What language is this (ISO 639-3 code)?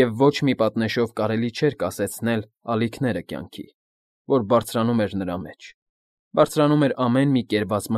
hye